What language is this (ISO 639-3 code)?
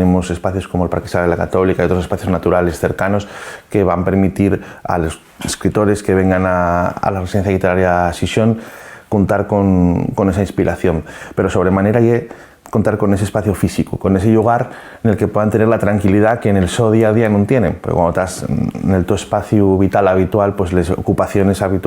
ast